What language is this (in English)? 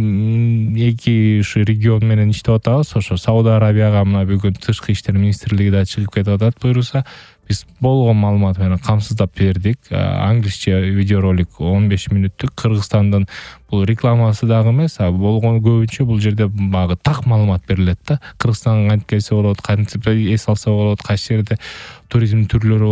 Kyrgyz